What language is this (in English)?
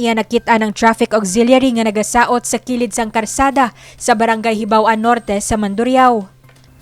Hiligaynon